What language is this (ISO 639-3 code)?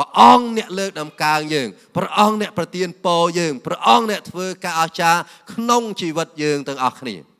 khm